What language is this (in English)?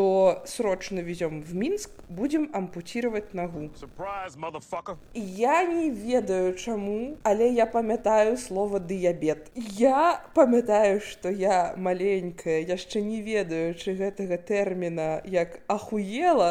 Belarusian